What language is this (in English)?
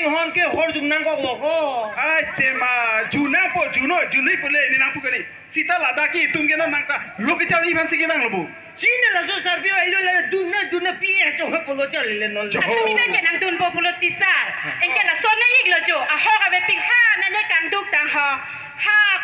Karbi